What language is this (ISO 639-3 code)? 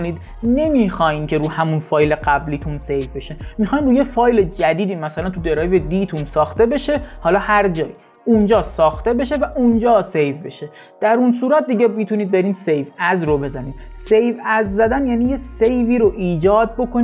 fas